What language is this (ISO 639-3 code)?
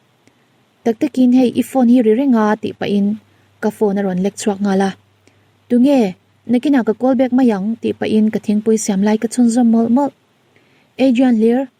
lus